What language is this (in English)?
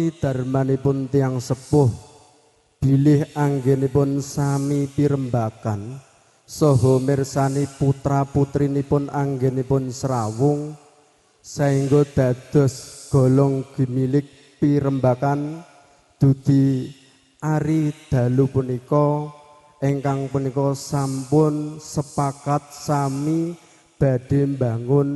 Javanese